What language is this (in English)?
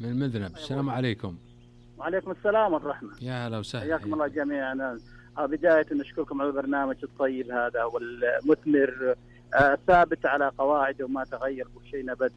Najdi Arabic